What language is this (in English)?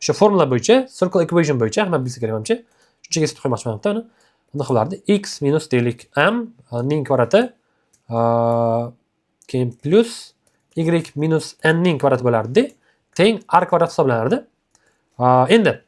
Uzbek